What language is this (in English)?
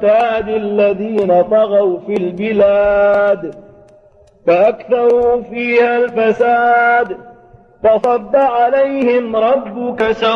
Arabic